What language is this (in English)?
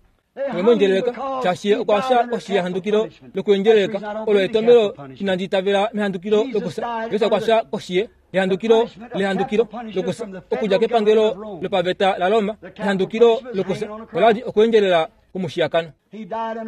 Kuanyama